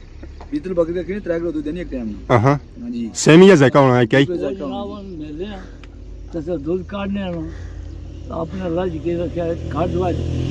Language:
Pahari-Potwari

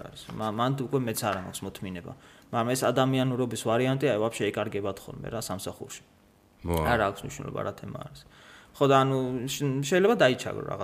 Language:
Georgian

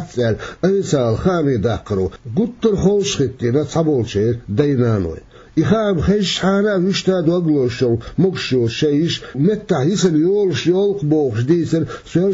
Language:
Chechen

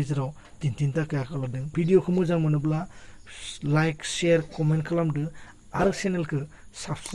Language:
Bodo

